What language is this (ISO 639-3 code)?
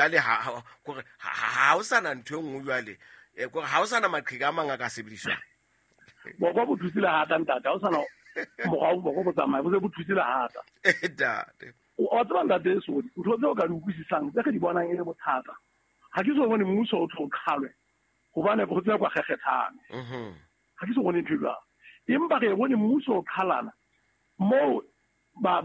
sot